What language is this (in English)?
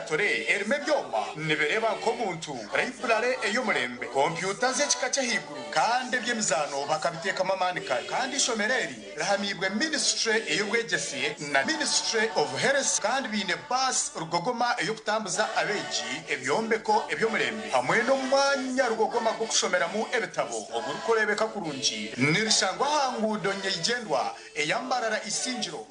Nyankole